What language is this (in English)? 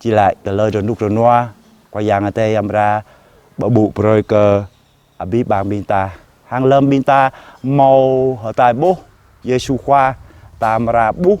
Jarai